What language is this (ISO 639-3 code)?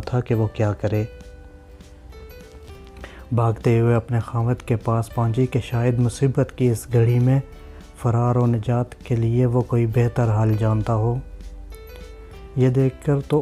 urd